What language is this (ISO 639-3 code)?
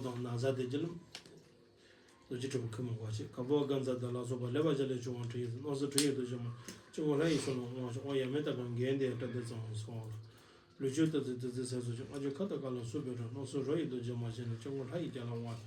bod